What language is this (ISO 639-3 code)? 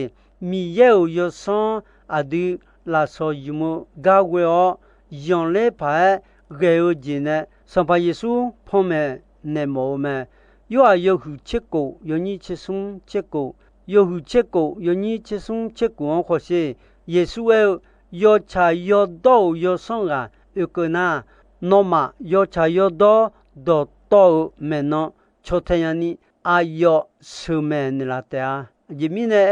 ahk